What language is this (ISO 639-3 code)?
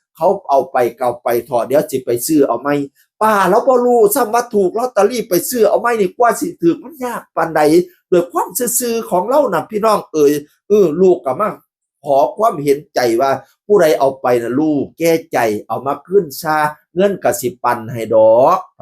tts